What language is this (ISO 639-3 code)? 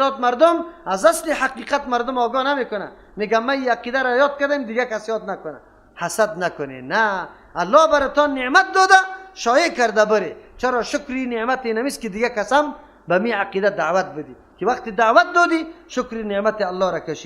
fas